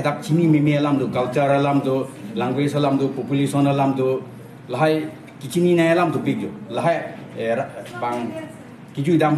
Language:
Karbi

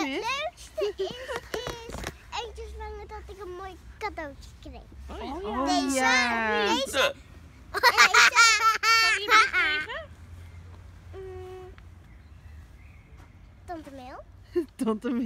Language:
Dutch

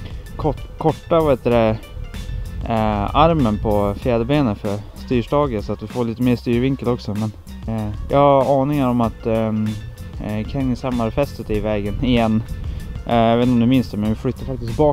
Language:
Swedish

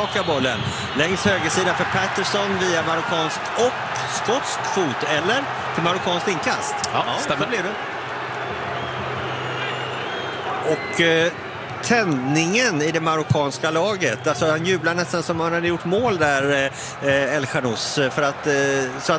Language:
Swedish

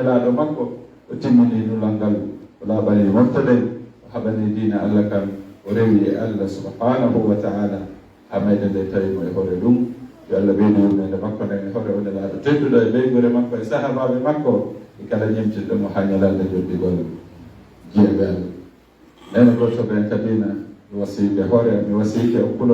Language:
Fula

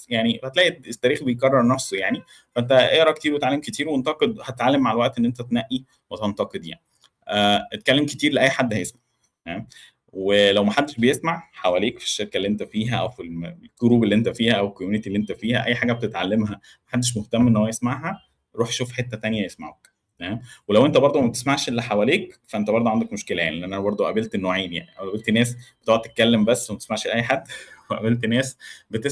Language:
Egyptian Arabic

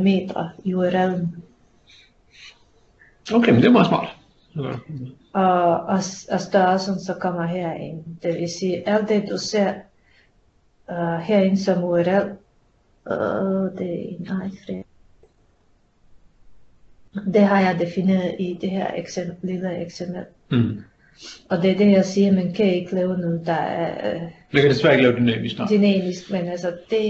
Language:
Danish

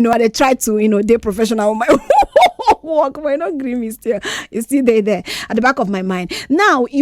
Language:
Nigerian Pidgin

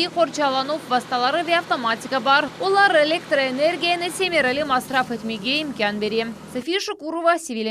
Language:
Crimean Tatar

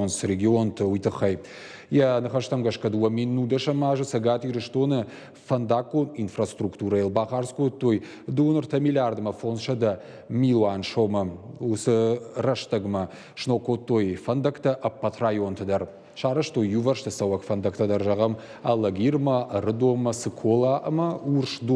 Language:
Ossetic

